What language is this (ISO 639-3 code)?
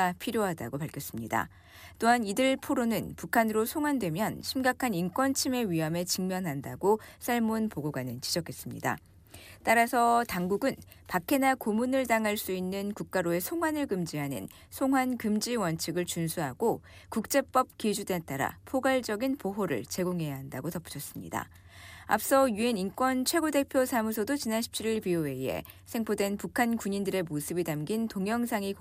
kor